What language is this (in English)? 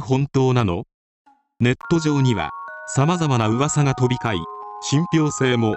Japanese